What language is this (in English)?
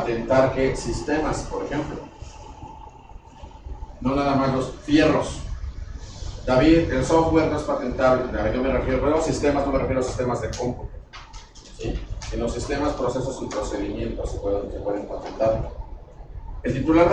Spanish